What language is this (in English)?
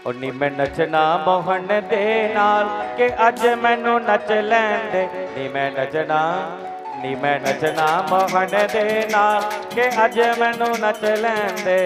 Dogri